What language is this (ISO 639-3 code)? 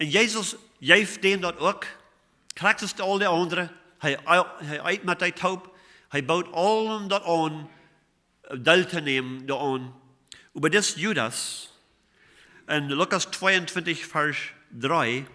pdt